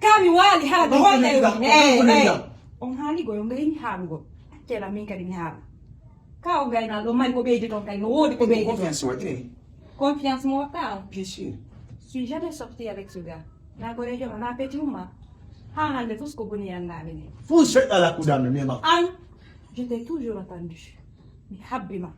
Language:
Fula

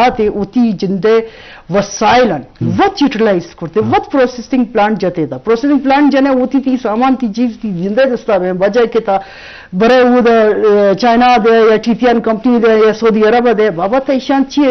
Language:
Eastern Balochi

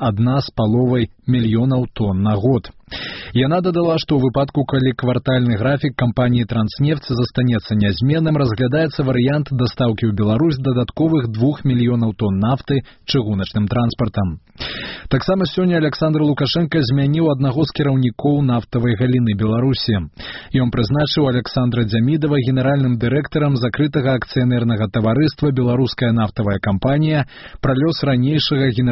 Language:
Belarusian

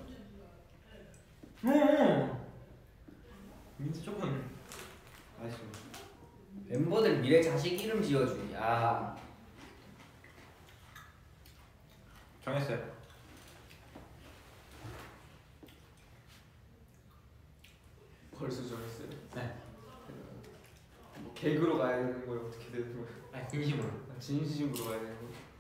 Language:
Korean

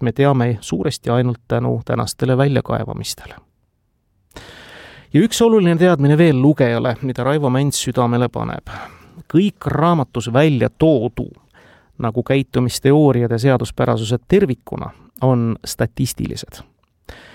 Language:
Estonian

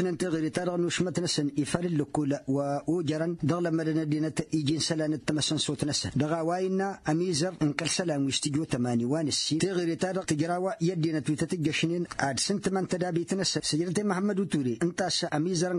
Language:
Tamasheq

